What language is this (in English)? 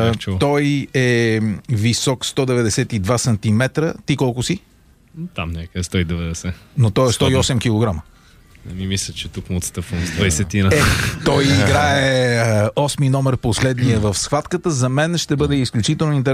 Bulgarian